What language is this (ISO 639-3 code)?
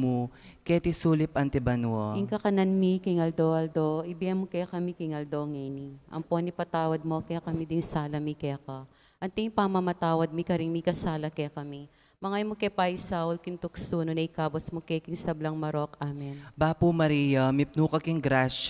pam